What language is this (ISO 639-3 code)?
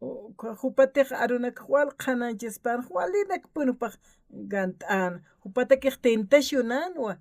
aym